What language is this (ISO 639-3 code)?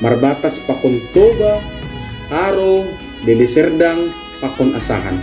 bts